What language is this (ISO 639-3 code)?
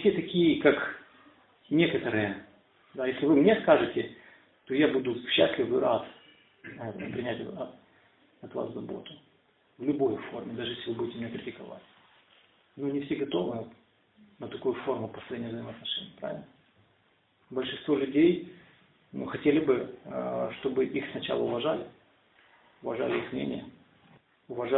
rus